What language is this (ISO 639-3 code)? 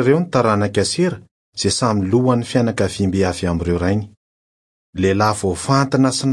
mlg